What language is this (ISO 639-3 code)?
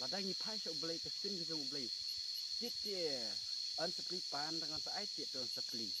kha